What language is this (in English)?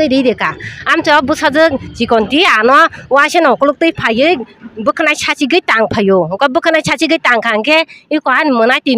Kok Borok